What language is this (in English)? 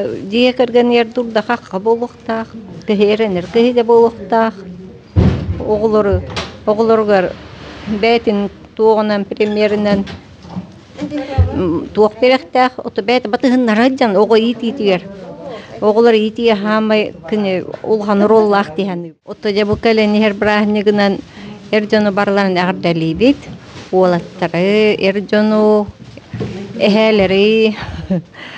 Yakut